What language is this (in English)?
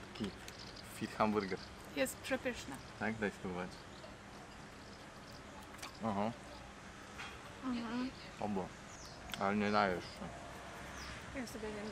Polish